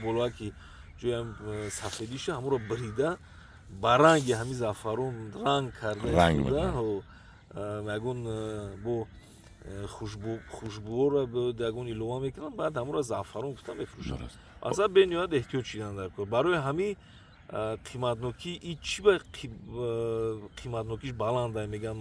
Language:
Tajik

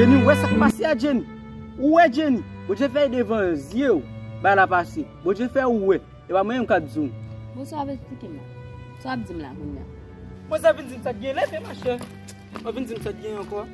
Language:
Haitian Creole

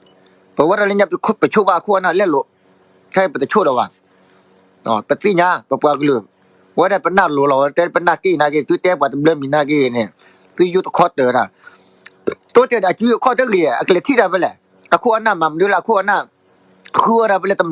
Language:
S'gaw Karen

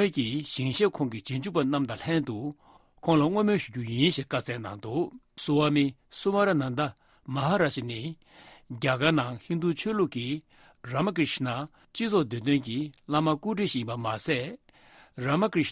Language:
Tibetan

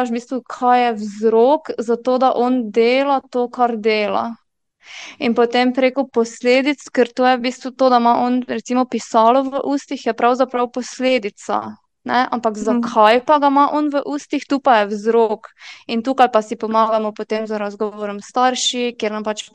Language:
Slovenian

